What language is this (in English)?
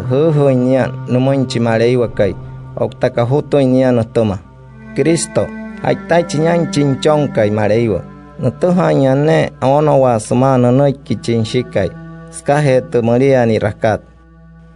Wayuu